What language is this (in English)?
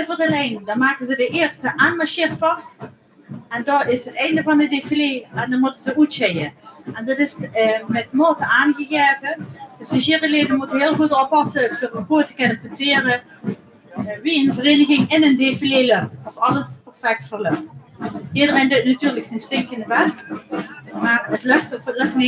Limburgish